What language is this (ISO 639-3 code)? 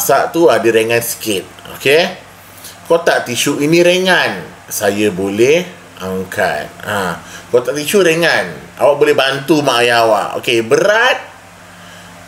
msa